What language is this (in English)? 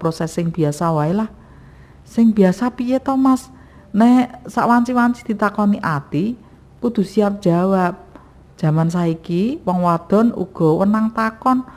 Javanese